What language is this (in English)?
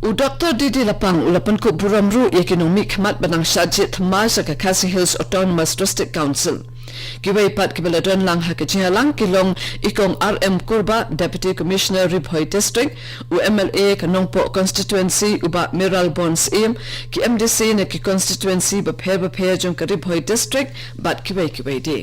Khasi